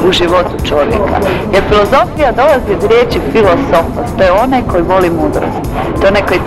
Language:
Croatian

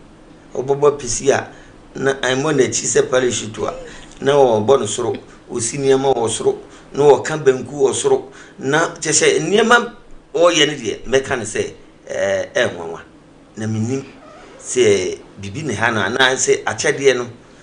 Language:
Akan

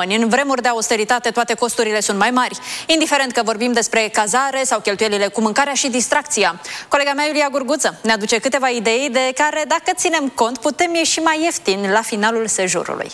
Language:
Romanian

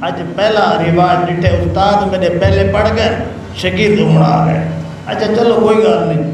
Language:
Saraiki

